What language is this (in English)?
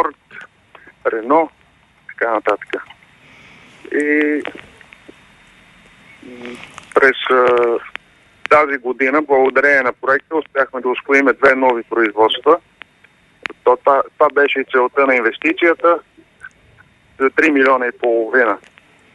Bulgarian